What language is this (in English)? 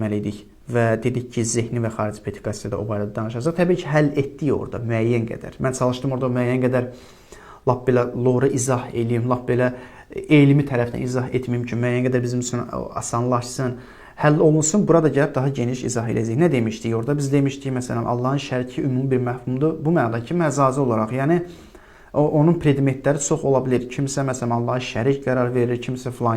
Azerbaijani